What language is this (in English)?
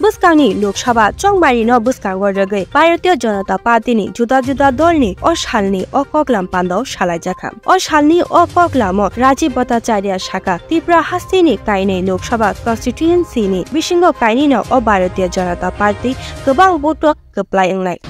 Kok Borok